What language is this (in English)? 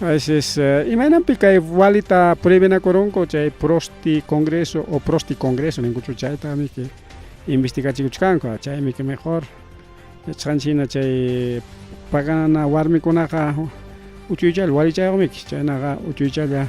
Ayacucho Quechua